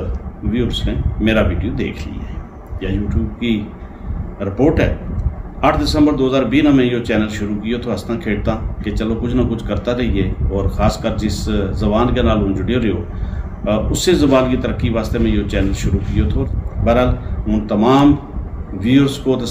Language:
Gujari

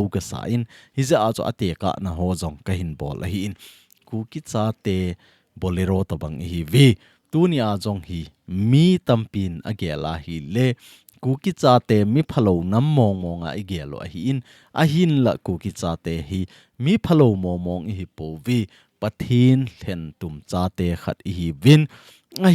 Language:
Thado Chin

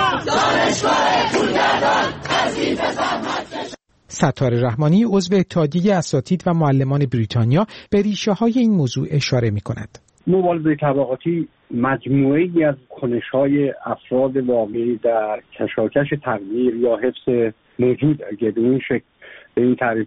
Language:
Persian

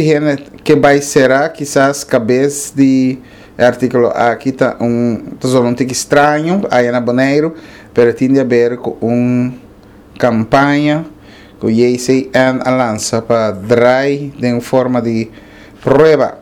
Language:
Papiamento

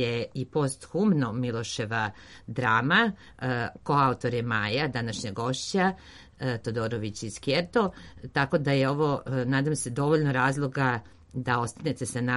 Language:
Serbian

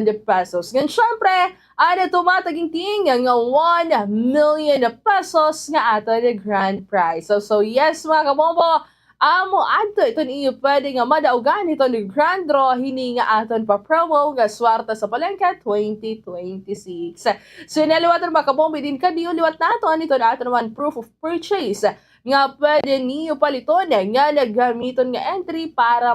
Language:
Waray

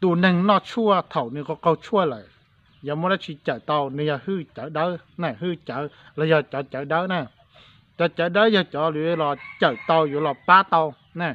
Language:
Hmong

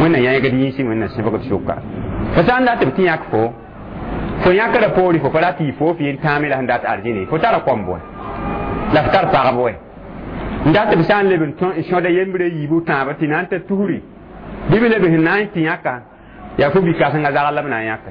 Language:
Mossi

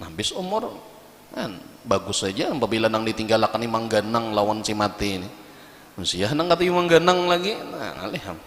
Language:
Banjar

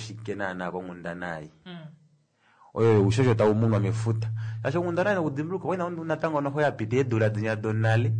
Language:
Kuanyama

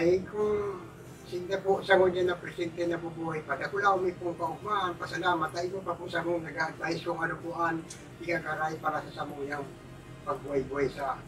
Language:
Bikol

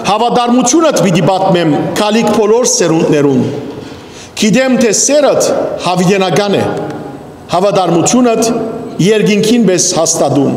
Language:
Western Armenian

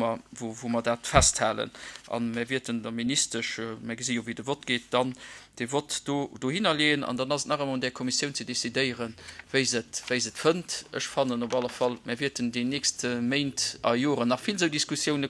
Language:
Luxembourgish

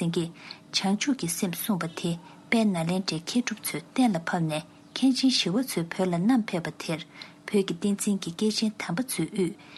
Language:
Tibetan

